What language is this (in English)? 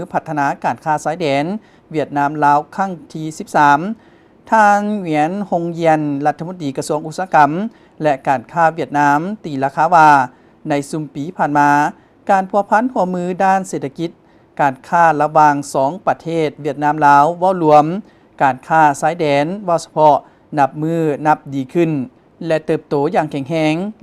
Lao